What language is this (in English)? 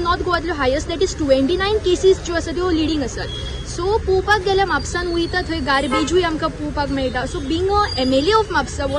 Konkani